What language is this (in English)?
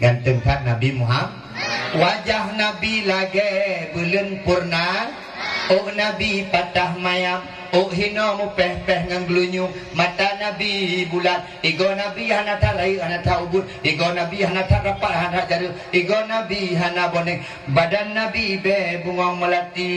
Achinese